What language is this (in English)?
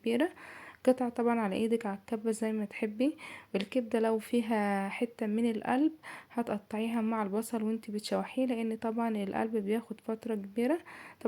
Egyptian Arabic